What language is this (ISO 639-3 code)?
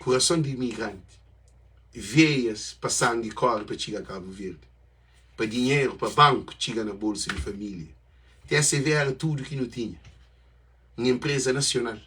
kea